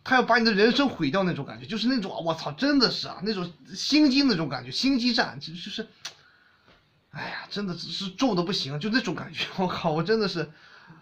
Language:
Chinese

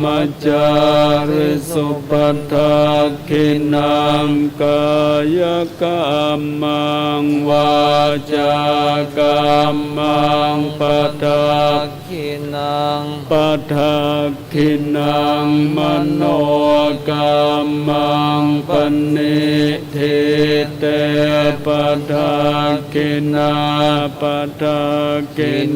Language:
Pali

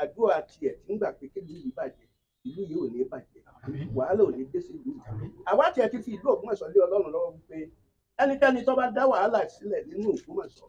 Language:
Yoruba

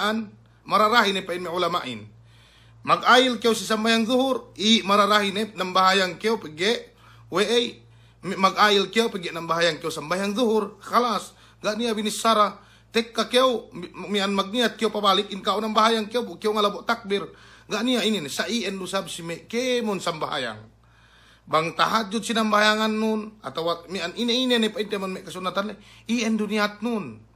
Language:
Yakan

